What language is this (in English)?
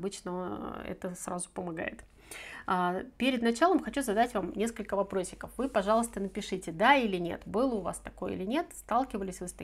Russian